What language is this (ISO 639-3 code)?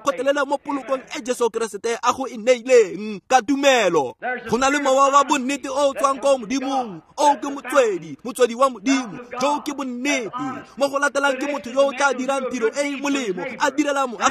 tsn